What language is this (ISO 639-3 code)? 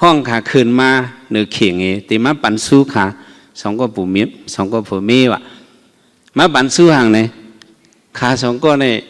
shn